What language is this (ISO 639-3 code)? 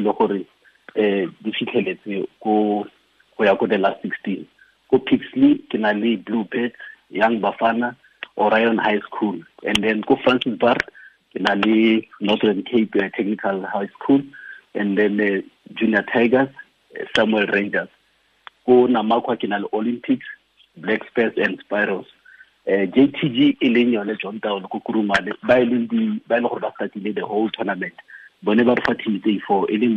tsn